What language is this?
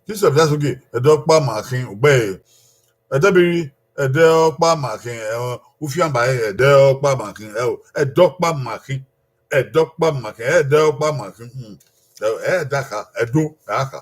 Bini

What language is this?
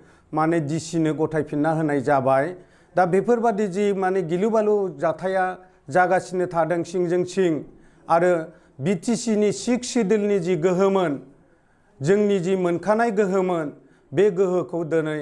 Bodo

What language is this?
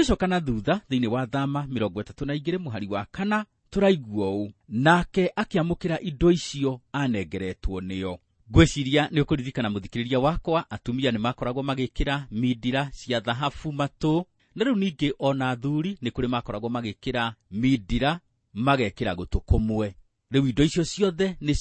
Kikuyu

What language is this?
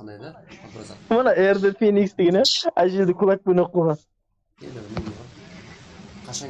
Kara-Kalpak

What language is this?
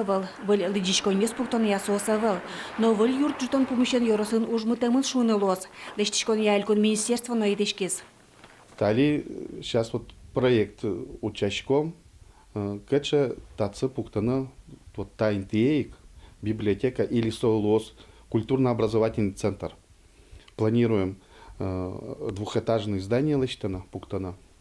Udmurt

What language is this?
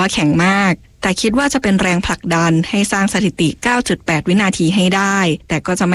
Thai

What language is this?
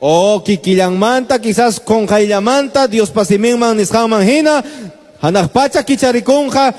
Quechua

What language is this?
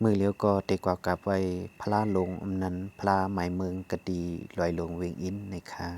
Shan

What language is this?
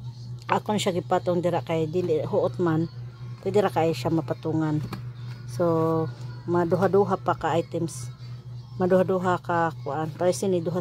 Cebuano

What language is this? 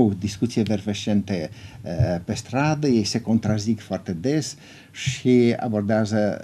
Romanian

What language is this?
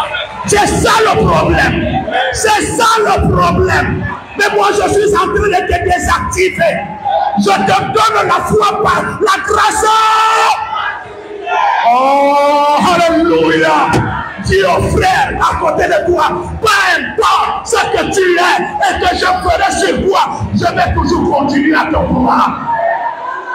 French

